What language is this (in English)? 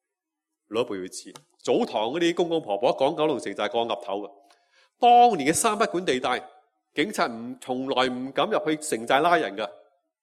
Cantonese